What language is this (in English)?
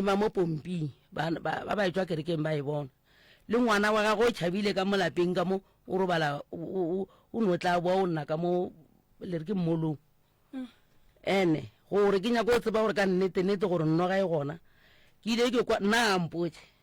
Northern Sotho